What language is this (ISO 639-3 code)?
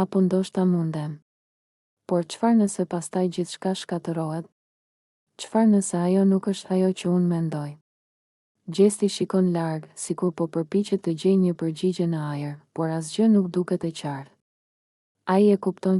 sqi